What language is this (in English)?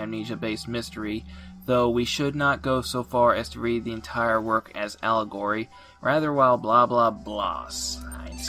English